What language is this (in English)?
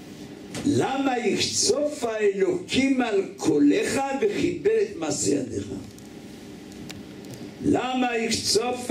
Hebrew